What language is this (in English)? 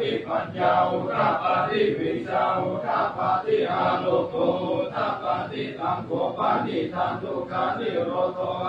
Pali